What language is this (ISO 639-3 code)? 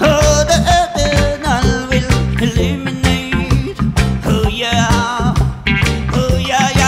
rcf